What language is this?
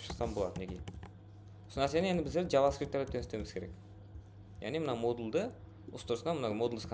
Kara-Kalpak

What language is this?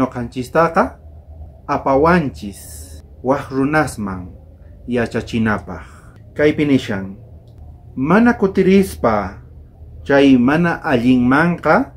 South Bolivian Quechua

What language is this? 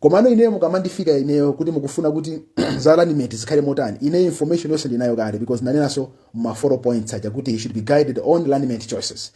Nyanja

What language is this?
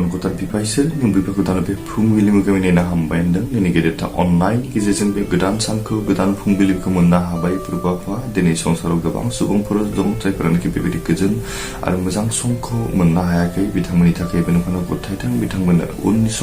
Bodo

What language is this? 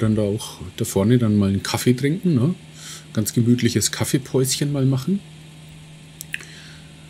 German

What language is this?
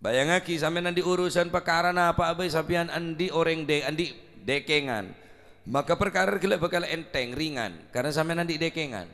Madurese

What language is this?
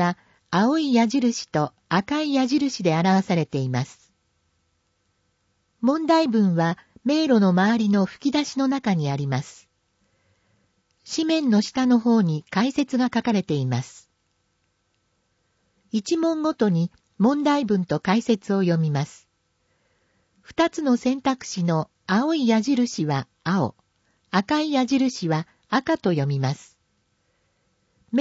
Japanese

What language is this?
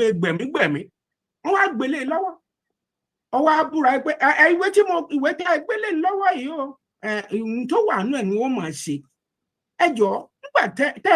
Yoruba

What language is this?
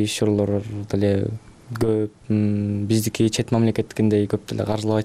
Kyrgyz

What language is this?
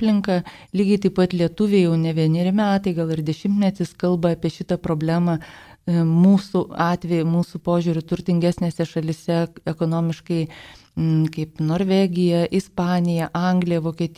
Lithuanian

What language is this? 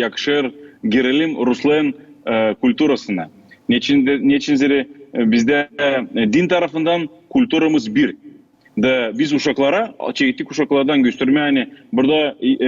Gagauz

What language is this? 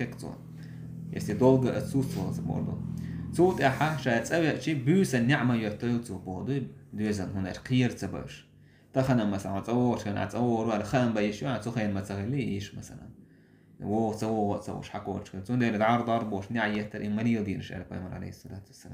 Chechen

